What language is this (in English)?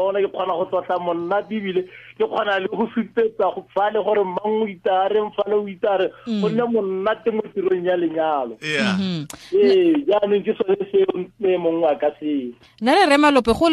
Tswana